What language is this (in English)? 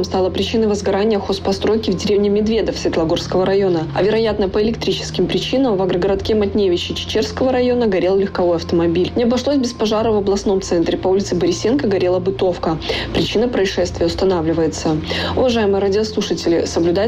Russian